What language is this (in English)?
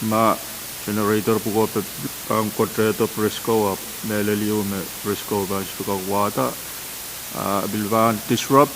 Pohnpeian